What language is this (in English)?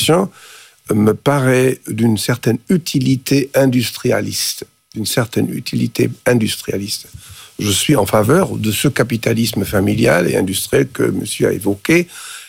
French